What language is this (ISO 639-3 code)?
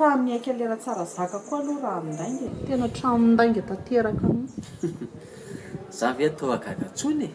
mlg